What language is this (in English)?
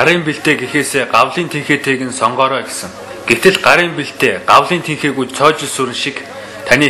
Mongolian